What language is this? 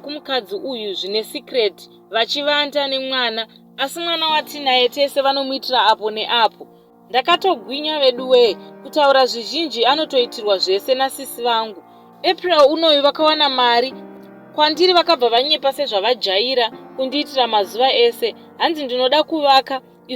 Shona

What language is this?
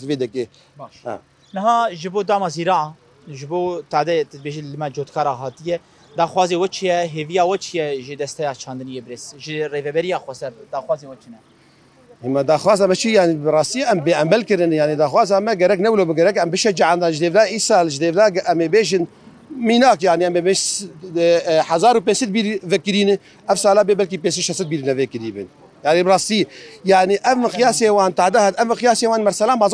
Kurdish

